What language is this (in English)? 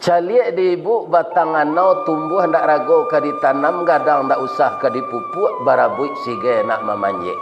Minangkabau